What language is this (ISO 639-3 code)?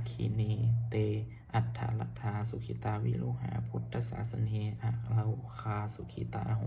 pli